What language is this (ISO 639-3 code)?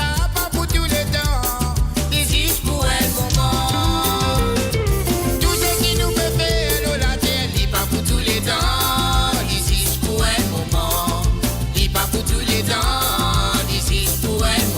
mfe